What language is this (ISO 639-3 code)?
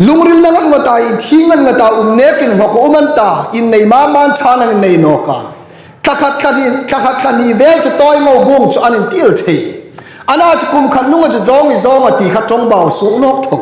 hmr